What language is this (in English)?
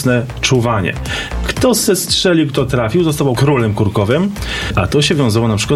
Polish